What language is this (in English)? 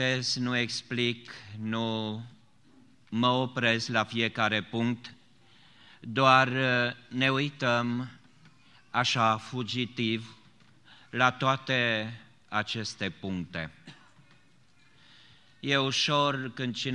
Romanian